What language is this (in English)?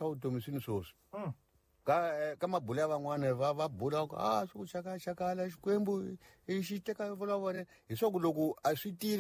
Tsonga